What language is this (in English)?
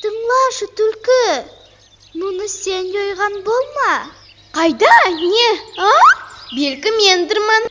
Nogai